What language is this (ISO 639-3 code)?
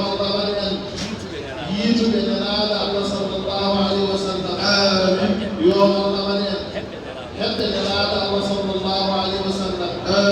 ful